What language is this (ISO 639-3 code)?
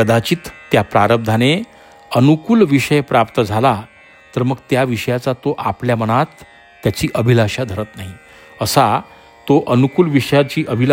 mar